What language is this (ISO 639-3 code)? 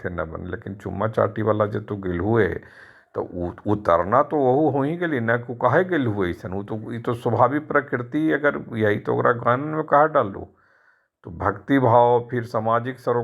mag